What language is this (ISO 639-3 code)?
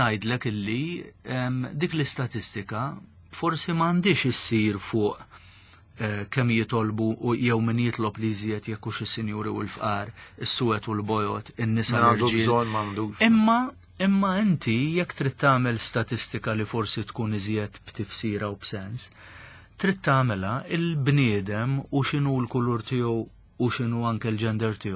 mlt